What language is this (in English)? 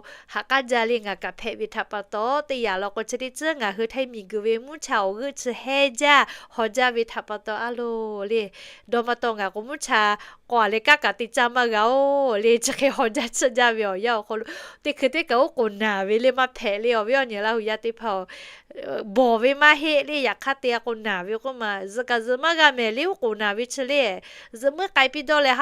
Lahu